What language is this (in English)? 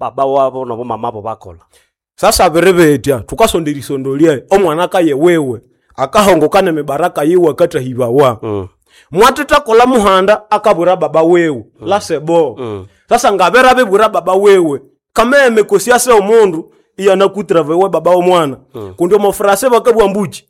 Nande